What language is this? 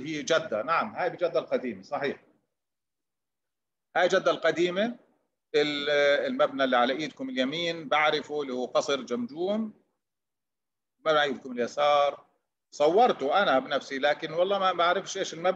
Arabic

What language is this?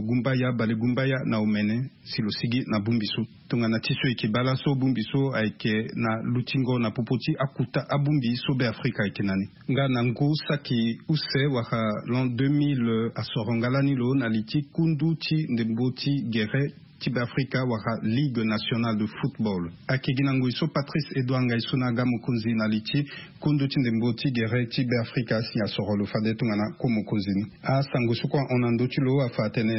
Sango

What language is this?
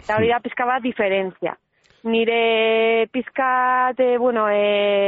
Basque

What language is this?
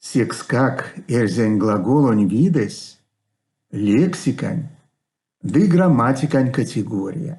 Erzya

